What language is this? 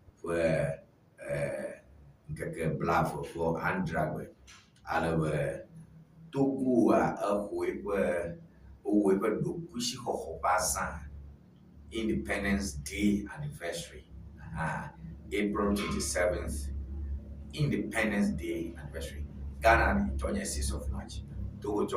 Ewe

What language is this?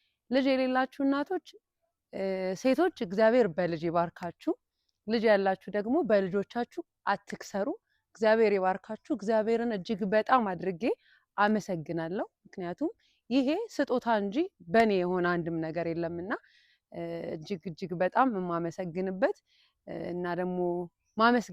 Amharic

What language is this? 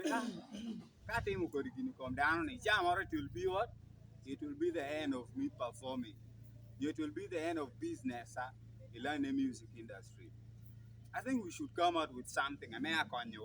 Acoli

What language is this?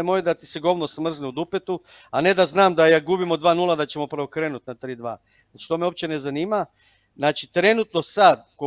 Croatian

